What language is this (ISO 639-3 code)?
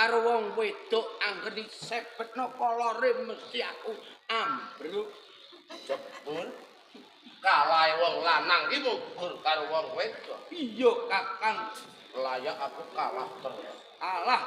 jav